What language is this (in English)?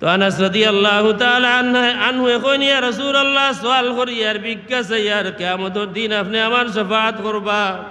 Sylheti